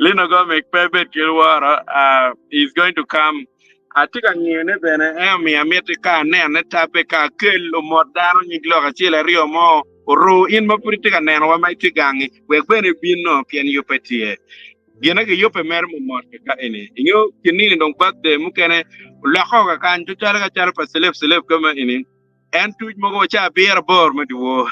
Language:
Acoli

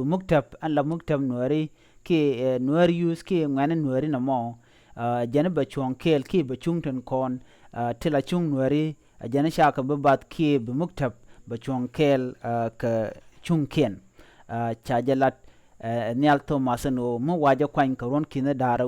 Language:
Nuer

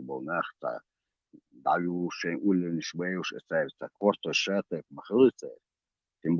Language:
Chechen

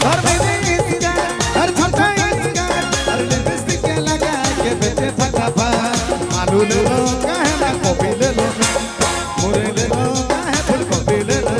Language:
Sadri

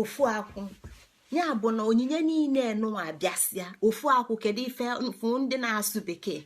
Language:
Igbo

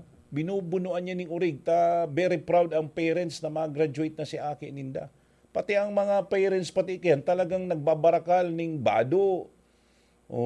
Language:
Bikol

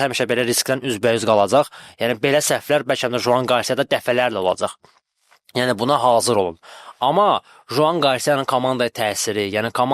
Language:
Azerbaijani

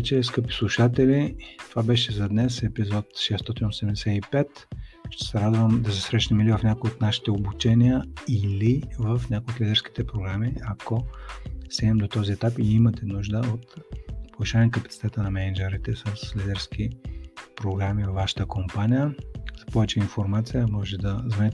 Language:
Bulgarian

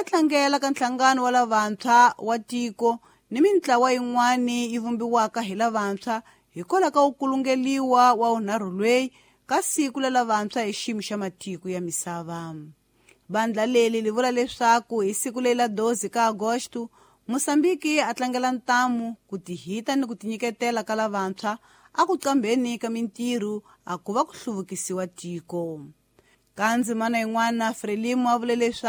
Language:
Tsonga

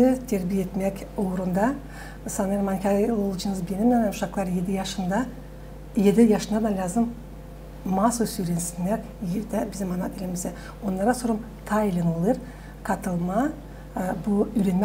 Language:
Gagauz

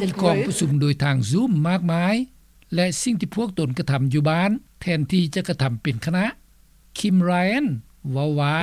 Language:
Lao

